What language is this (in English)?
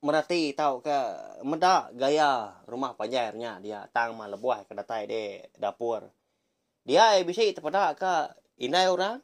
Iban